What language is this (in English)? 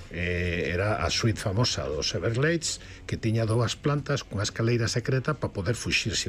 Galician